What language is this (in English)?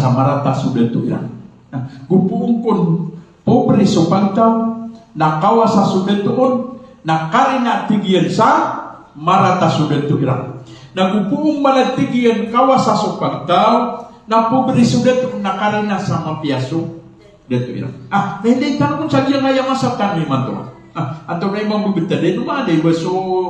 Maranao